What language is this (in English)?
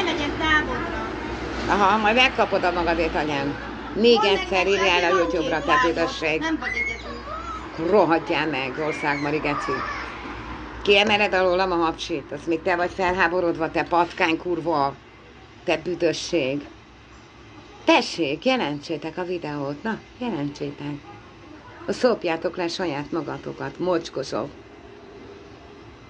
Hungarian